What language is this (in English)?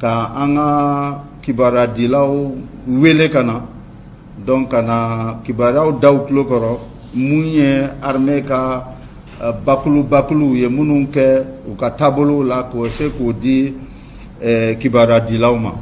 Bambara